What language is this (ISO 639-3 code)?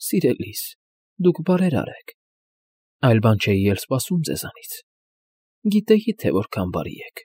hye